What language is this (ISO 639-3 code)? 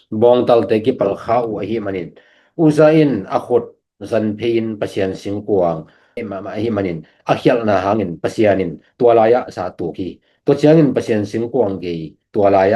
ctd